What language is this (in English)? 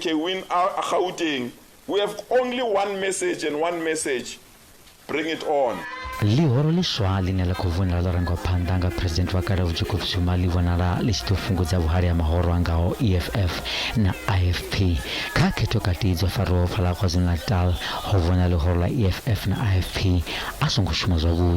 Venda